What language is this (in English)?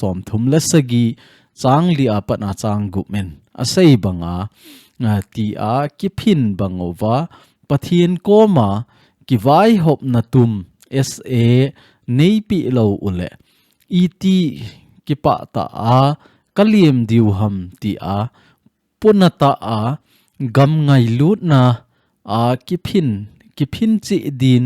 Thado Chin